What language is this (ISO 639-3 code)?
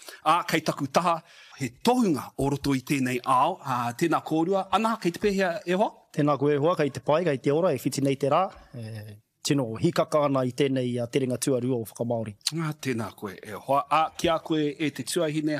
mri